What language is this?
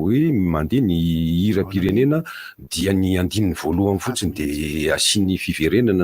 Malagasy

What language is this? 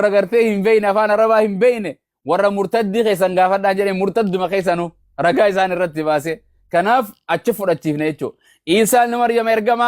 Oromo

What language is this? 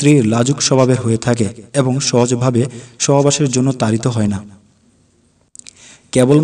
Bangla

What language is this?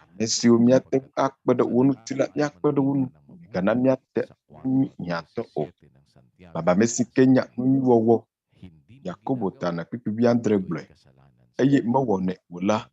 Ewe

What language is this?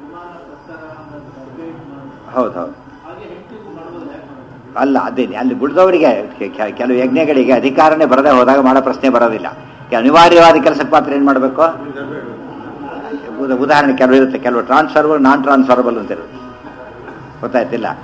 Kannada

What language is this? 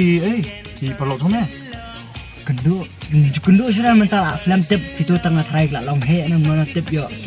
Khasi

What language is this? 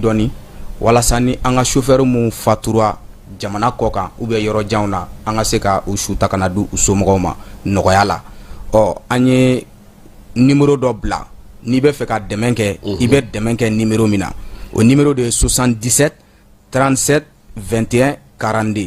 Bambara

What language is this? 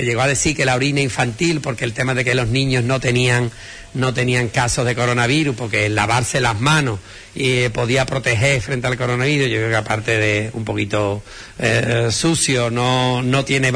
Spanish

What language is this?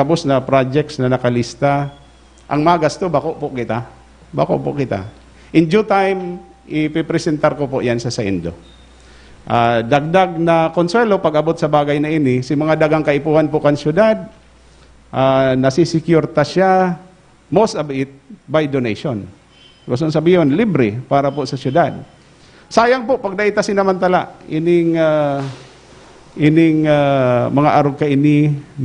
Bikol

